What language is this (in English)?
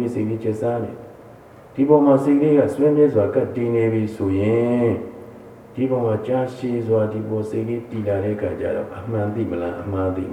Burmese